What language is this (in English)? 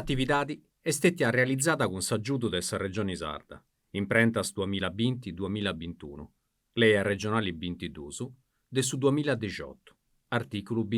Sardinian